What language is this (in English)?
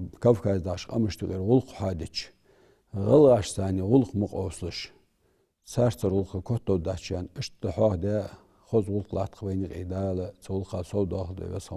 Ingush